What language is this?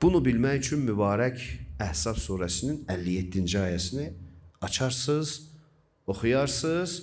Azerbaijani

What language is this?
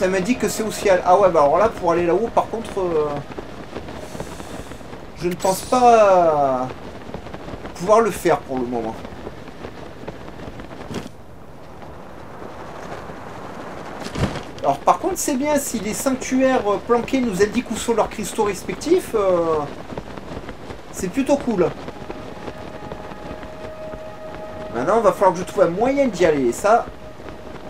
French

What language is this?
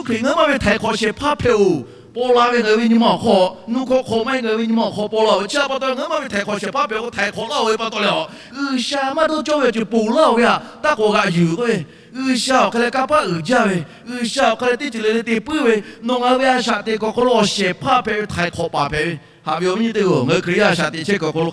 Lahu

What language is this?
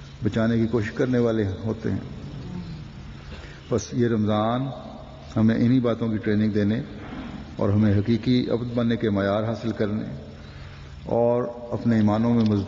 Urdu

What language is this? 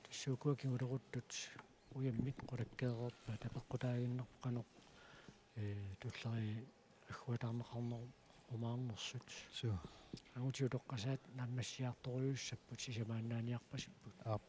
Kalaallisut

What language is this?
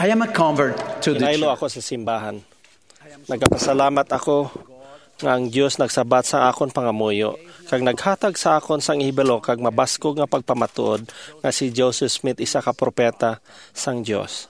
Hiligaynon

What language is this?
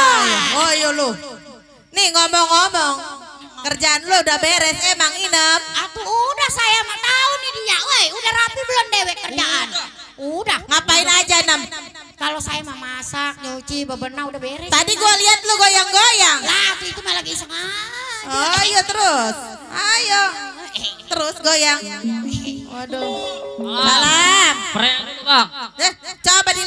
Betawi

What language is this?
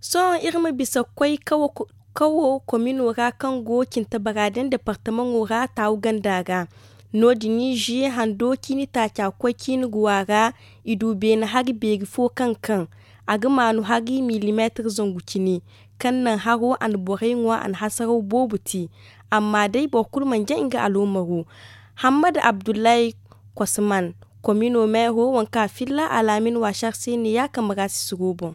Zarma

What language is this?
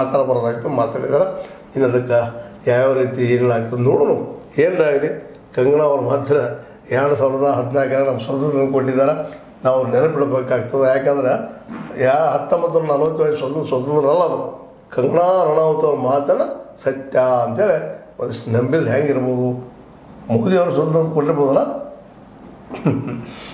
Kannada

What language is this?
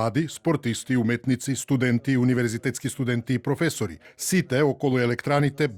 Macedonian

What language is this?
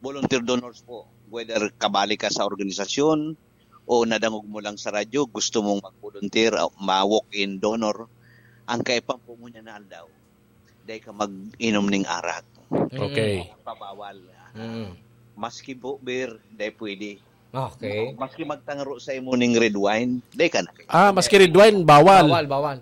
Bikol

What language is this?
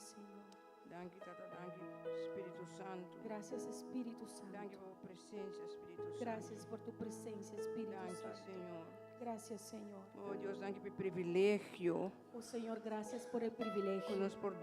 Papiamento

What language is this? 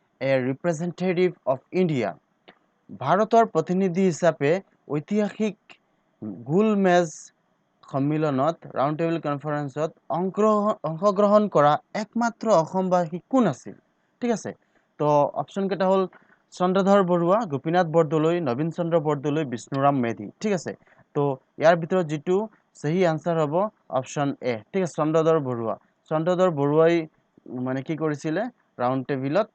Assamese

